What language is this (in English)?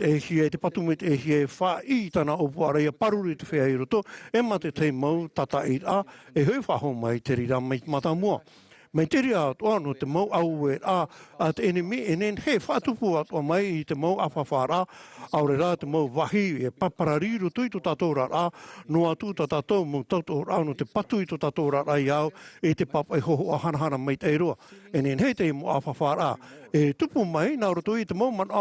Tahitian